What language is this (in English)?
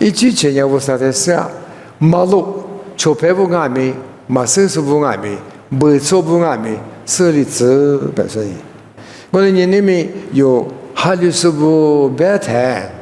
Lisu